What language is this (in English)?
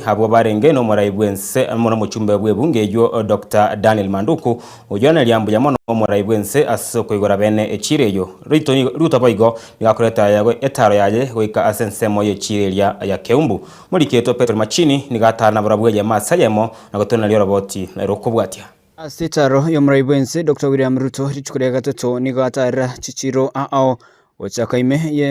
Gusii